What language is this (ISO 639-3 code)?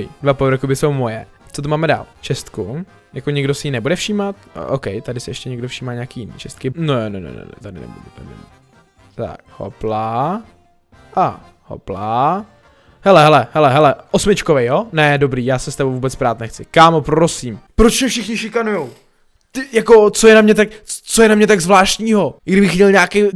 ces